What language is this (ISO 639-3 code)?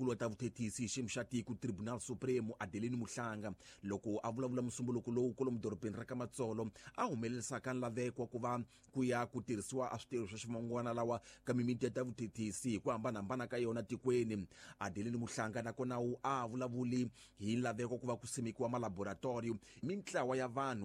tso